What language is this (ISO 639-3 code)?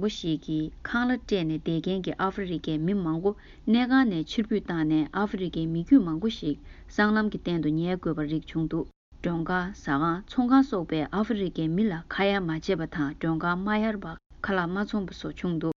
bod